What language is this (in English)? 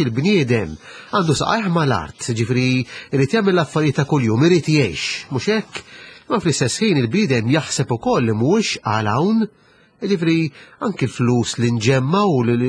Maltese